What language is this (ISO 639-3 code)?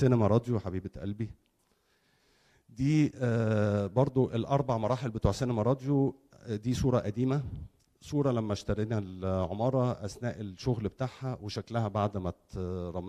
arz